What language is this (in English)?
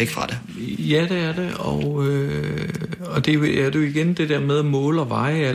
Danish